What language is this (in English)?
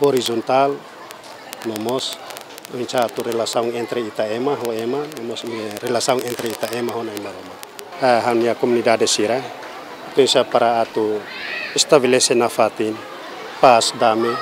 Tetum